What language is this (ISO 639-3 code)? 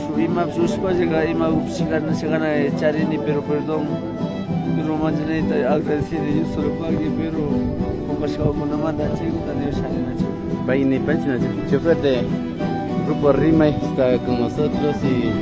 qvi